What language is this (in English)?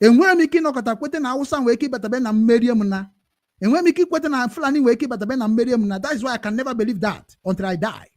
Igbo